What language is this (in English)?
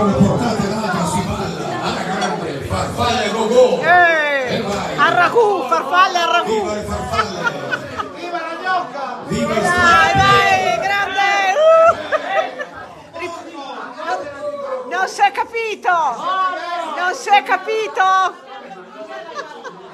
Italian